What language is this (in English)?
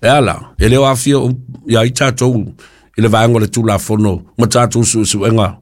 Samoan